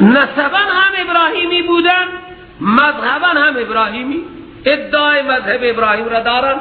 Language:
Persian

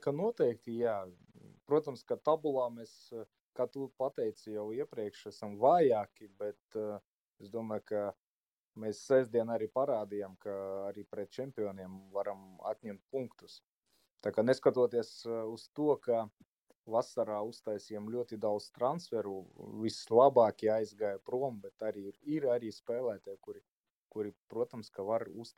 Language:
Latvian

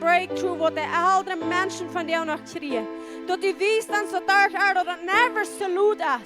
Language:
Plautdietsch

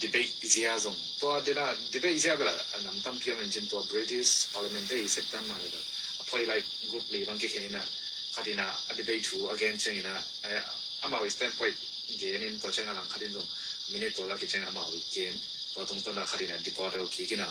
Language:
Tedim Chin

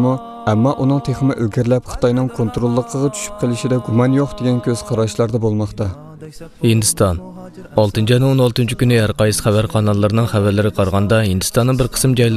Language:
Uyghur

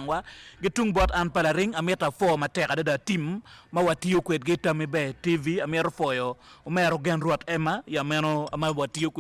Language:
Acoli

